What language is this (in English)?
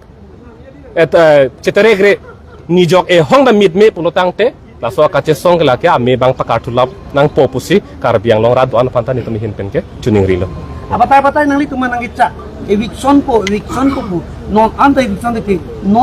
Karbi